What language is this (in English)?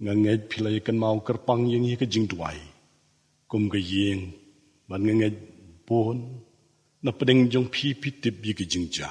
Khasi